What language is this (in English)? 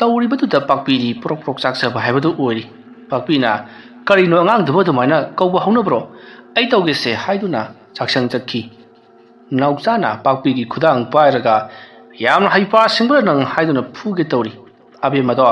Manipuri